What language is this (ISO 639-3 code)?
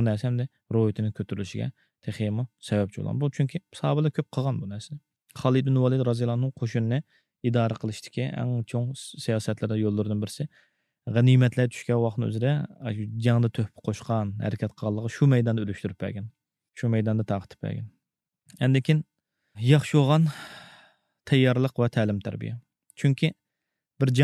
uig